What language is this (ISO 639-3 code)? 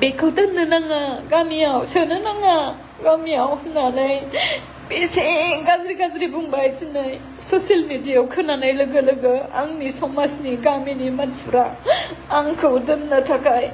brx